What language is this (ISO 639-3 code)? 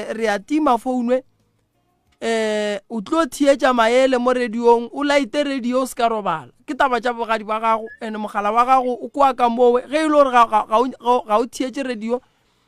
nso